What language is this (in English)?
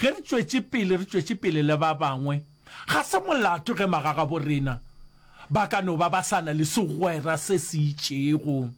Northern Sotho